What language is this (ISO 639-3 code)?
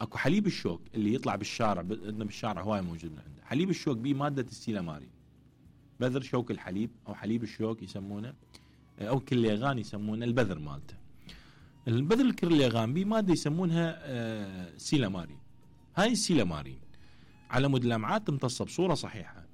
acm